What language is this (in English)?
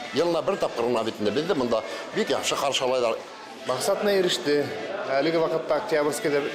Bashkir